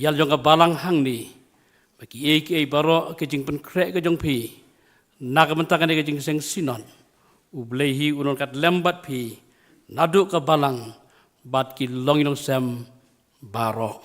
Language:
Khasi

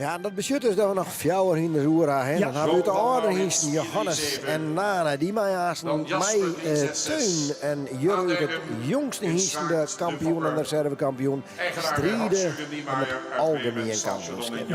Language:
Western Frisian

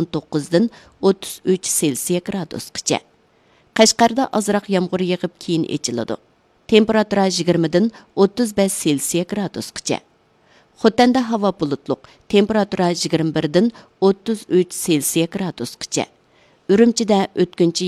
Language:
Uyghur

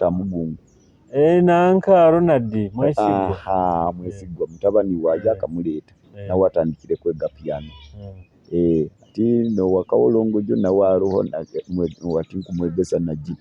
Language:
Nyoro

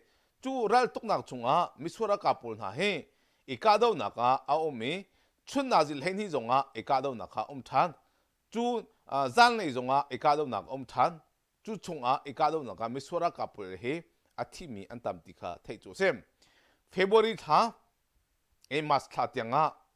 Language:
Hakha Chin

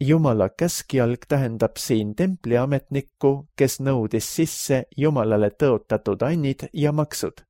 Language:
Estonian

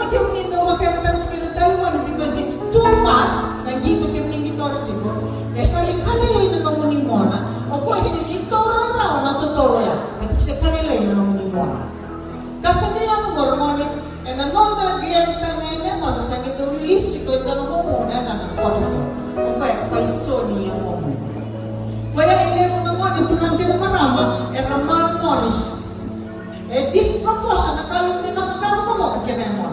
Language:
Fijian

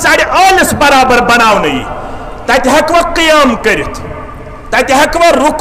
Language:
Kashmiri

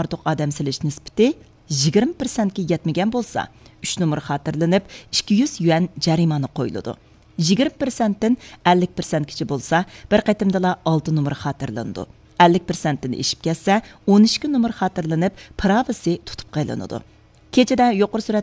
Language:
Uyghur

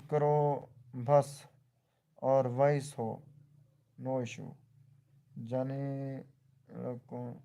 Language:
Saraiki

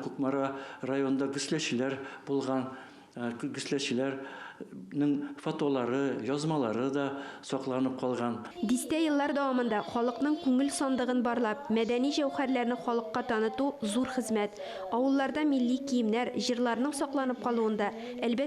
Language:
Tatar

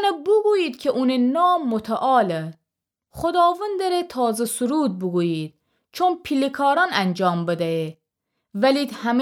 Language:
Gilaki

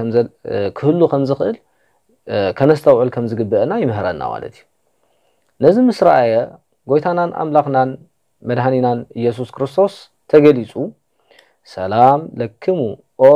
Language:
Tigrinya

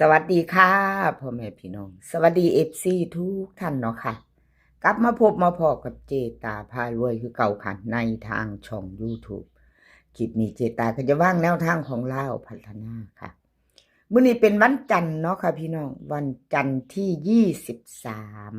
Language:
Northeastern Thai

